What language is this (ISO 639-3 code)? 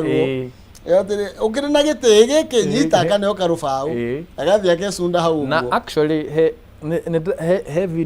kik